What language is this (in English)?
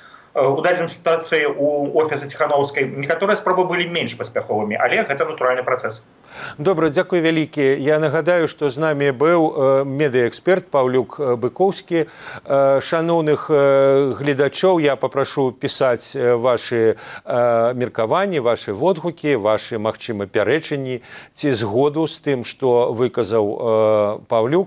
Belarusian